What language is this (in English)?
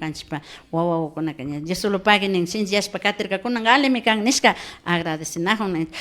Imbabura Highland Quichua